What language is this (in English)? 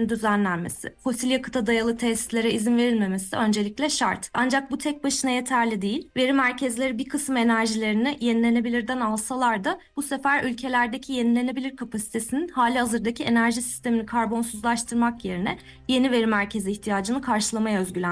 Turkish